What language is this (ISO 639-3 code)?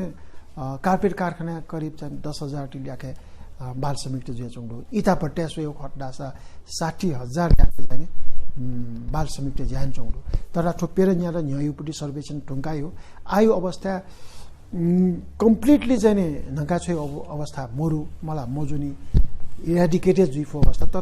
new